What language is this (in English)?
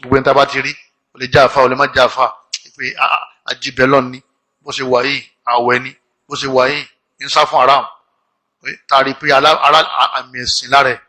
Yoruba